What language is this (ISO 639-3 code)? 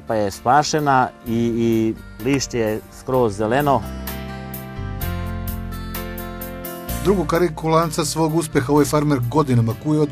srp